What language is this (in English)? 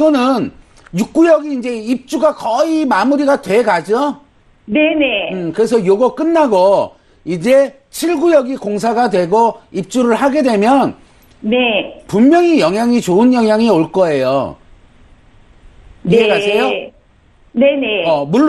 Korean